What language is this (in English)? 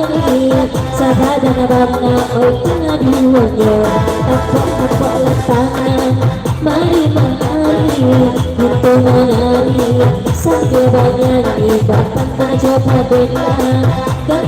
Minangkabau